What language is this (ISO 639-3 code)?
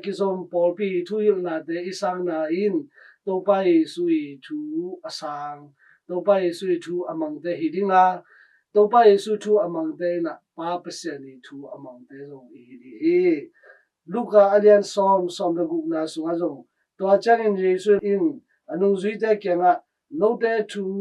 ctd